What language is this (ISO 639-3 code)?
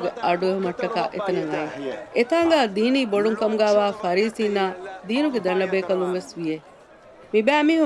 div